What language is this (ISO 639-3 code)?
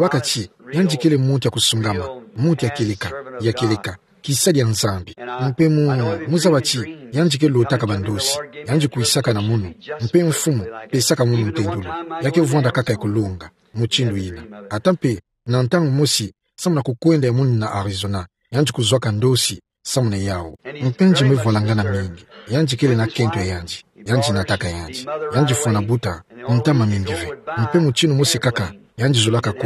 ktu